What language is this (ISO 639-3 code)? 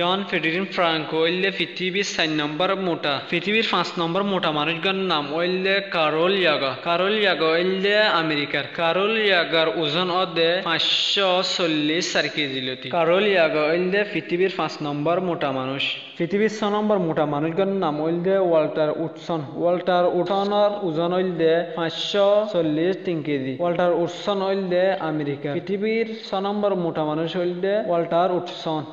rhg